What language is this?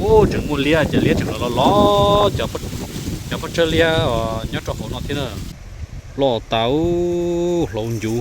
Hmong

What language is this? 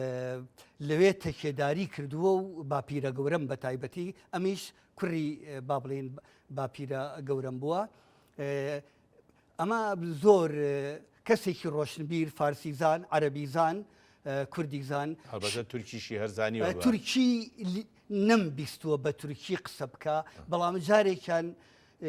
Central Kurdish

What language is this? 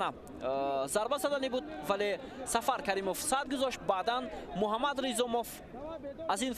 Tajik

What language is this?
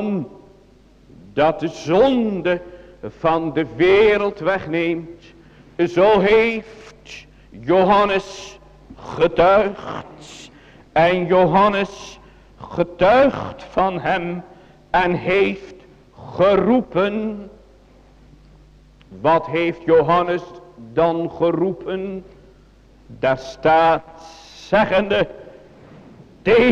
Dutch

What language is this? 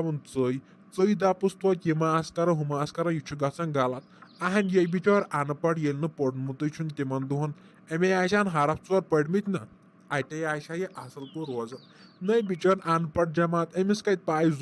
Kashmiri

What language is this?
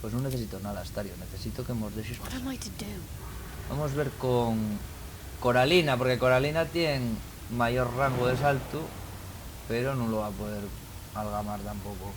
Asturian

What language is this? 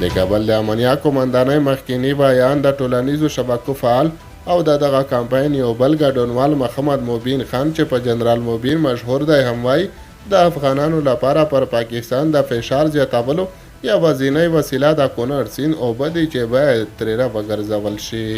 Pashto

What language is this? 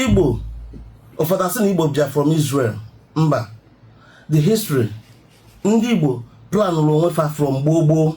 Igbo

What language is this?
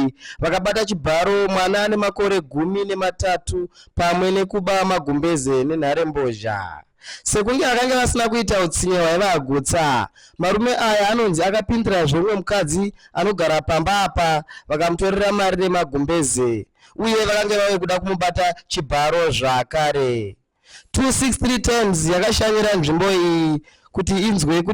Shona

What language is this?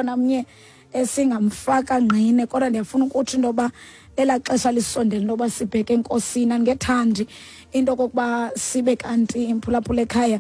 Xhosa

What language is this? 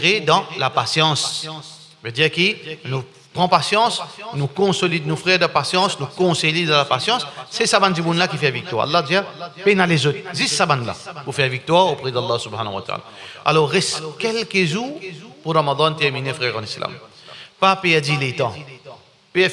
Morisyen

